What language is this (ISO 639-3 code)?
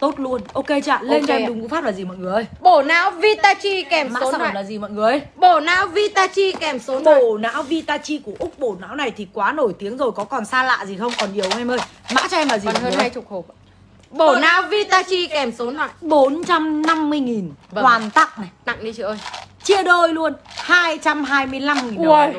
vie